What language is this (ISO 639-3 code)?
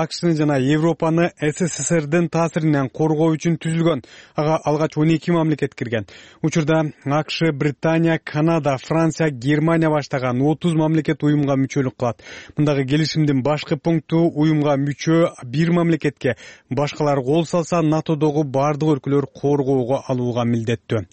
kir